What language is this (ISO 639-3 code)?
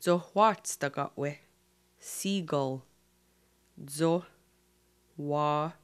moh